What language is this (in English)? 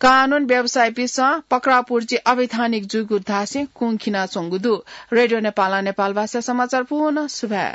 Newari